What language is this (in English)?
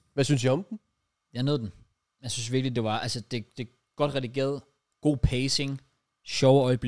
Danish